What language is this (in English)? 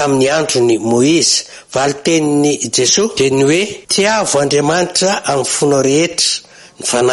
Malagasy